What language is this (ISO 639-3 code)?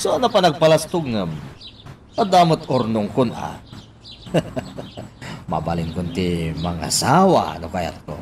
ilo